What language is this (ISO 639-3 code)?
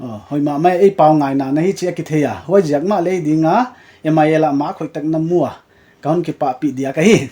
pck